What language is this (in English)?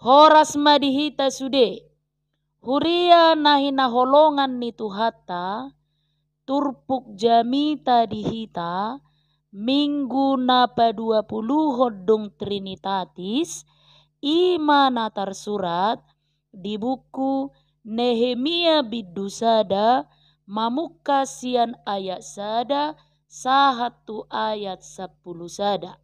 Batak Toba